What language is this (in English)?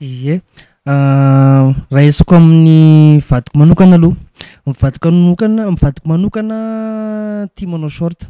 Malagasy